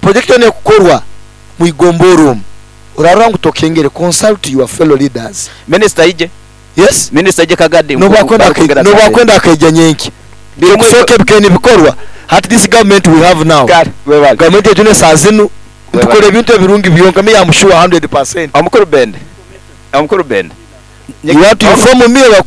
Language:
Nyoro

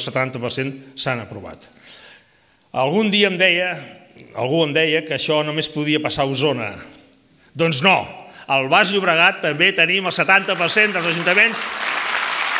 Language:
Catalan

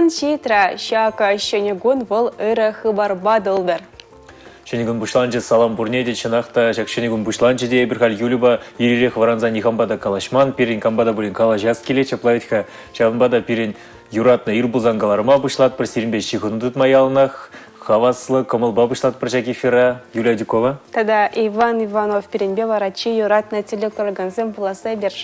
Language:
Chuvash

